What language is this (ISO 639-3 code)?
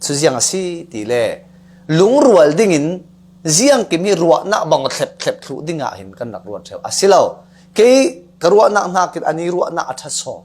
cfm